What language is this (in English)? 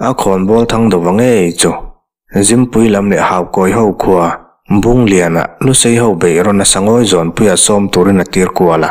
Mizo